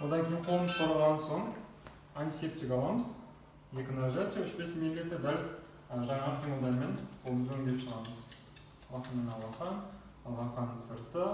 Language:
Kazakh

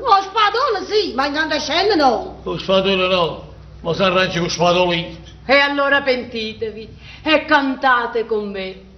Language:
Neapolitan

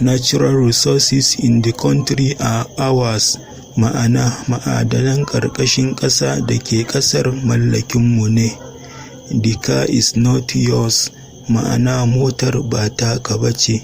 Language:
Hausa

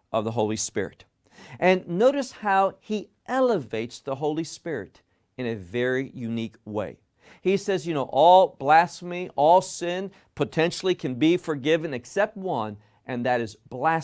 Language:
English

